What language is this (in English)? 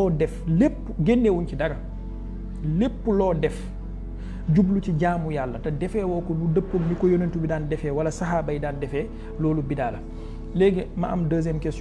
Wolof